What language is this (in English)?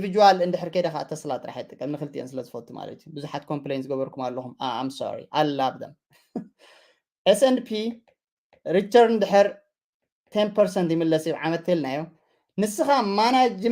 Tigrinya